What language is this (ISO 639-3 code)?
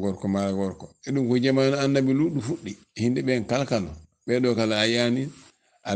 ful